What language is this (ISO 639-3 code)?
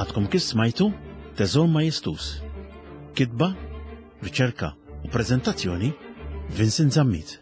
mlt